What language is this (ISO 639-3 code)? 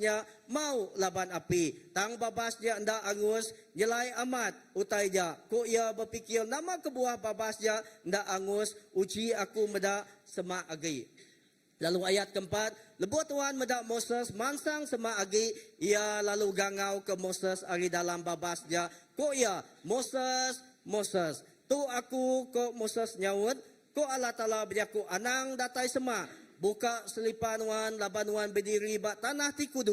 iba